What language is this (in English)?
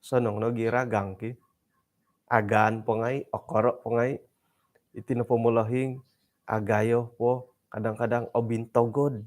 Central Dusun